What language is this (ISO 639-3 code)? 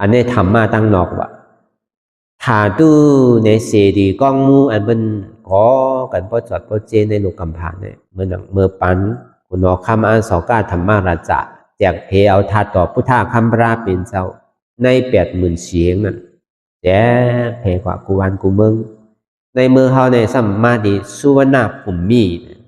shn